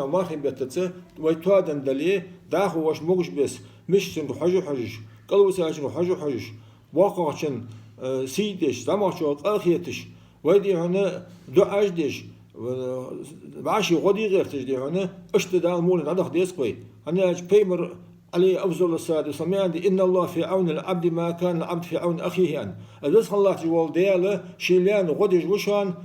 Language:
Ingush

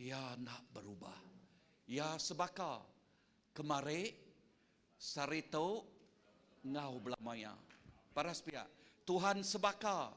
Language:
Iban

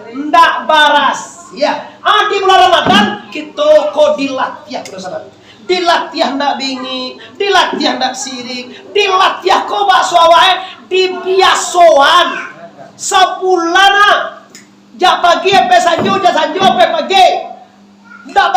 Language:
Minangkabau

